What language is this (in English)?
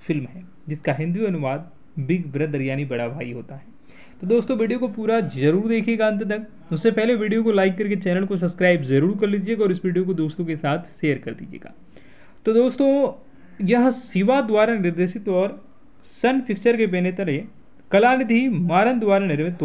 Hindi